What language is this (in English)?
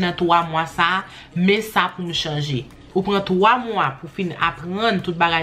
Haitian Creole